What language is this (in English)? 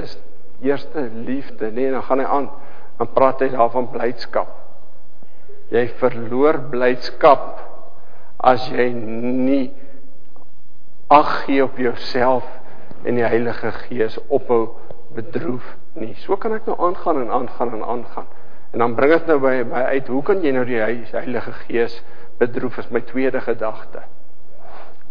Afrikaans